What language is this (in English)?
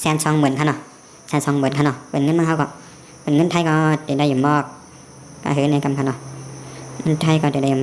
Shan